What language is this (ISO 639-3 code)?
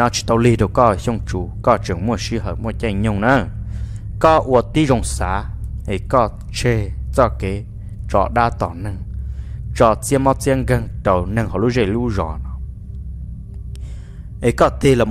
vie